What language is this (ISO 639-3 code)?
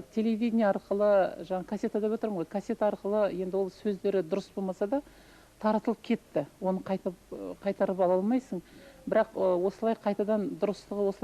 kaz